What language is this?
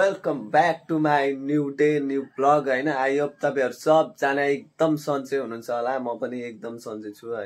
Nepali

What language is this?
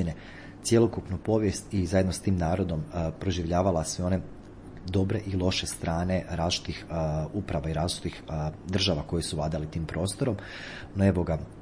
Croatian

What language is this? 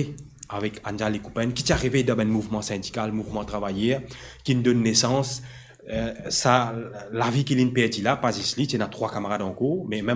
Morisyen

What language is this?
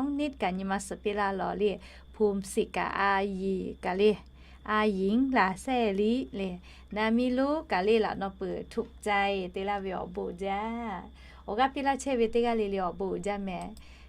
Lahu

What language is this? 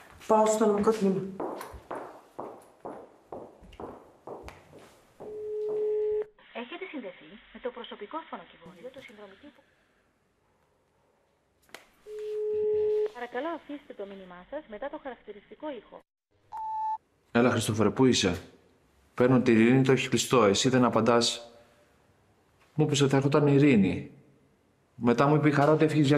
Greek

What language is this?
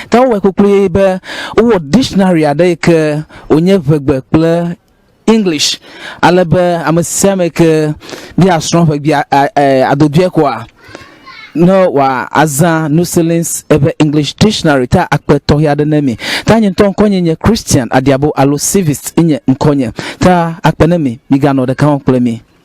Ewe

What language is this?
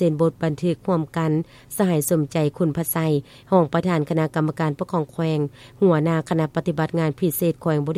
Lao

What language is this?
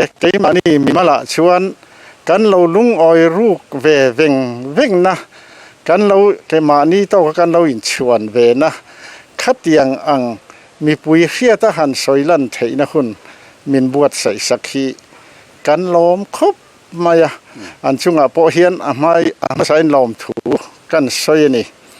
Mizo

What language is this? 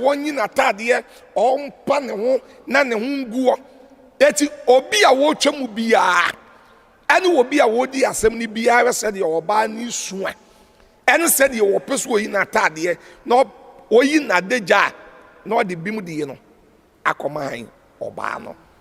Akan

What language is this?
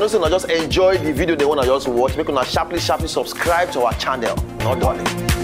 Nigerian Pidgin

